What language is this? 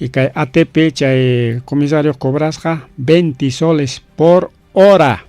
Ayacucho Quechua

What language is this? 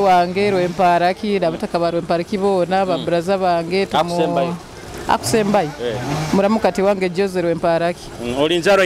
Nyoro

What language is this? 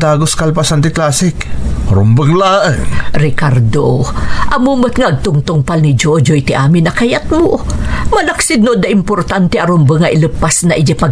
Iloko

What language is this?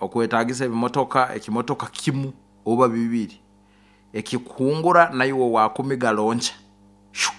Nyoro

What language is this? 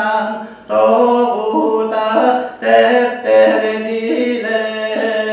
Yakut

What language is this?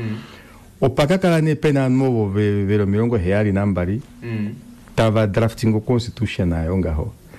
Kuanyama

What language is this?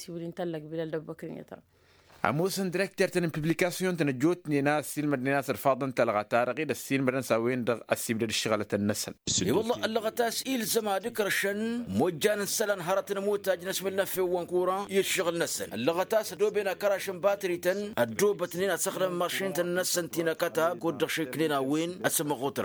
Tamasheq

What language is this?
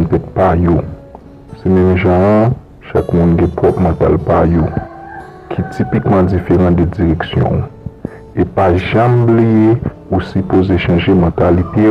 Haitian Creole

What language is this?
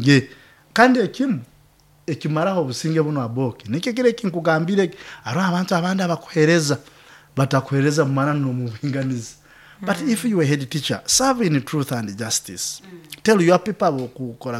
Nyoro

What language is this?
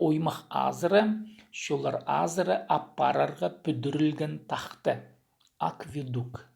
Khakas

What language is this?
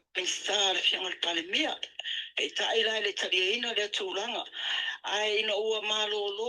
Samoan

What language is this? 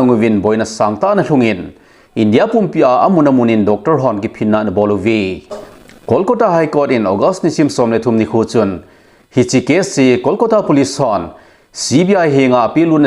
Thado Chin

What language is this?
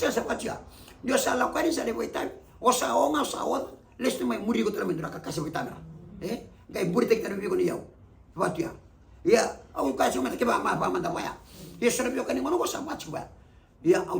Fijian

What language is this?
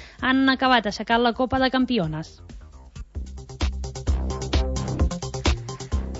Catalan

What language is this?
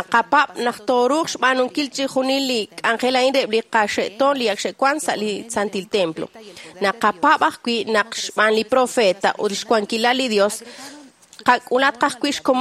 Kekchí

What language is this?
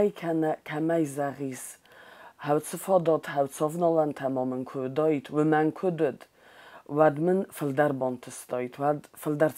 Ossetic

